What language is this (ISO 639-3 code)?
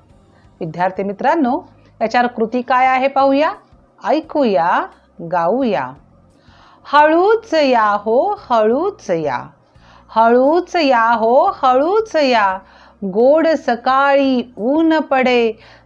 mar